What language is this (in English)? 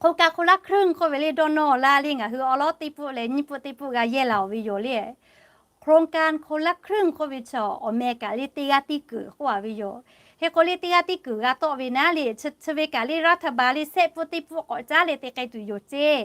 Lahu